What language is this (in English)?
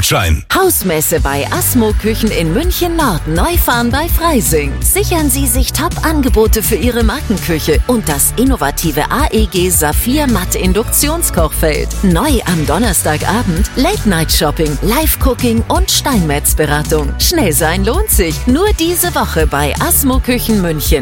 German